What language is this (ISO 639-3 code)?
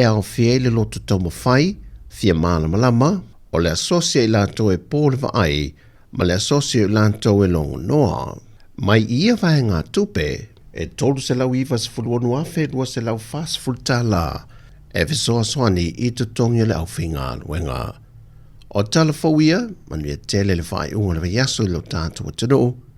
smo